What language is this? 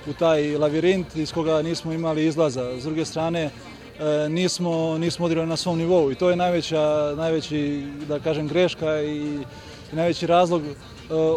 Serbian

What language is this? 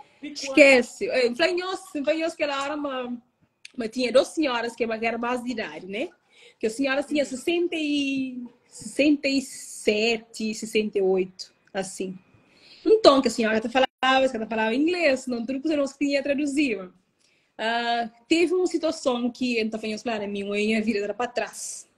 Kabuverdianu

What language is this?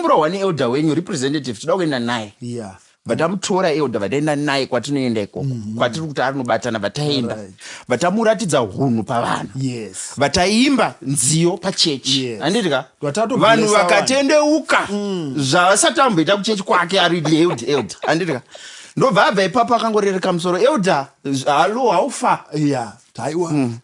Shona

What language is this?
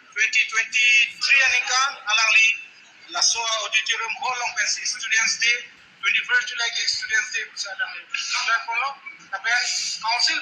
Karbi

